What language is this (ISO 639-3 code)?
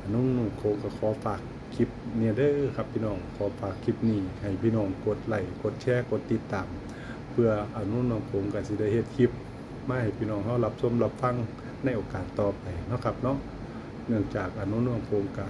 tts